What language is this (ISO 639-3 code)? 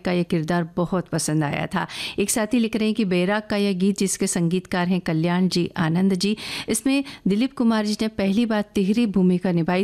hin